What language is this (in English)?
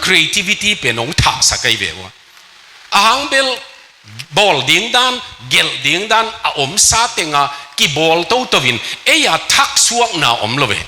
Tedim Chin